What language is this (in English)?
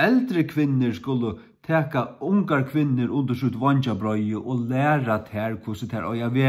Faroese